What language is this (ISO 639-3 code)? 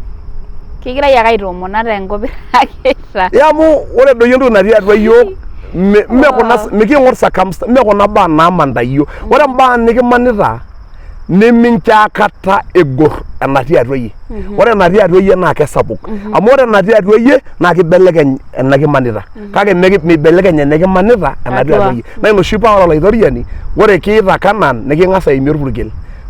mas